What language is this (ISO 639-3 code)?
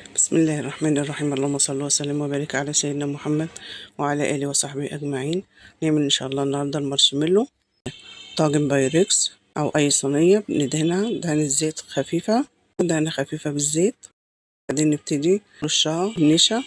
arz